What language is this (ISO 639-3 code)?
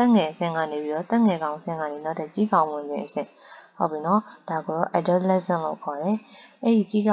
mya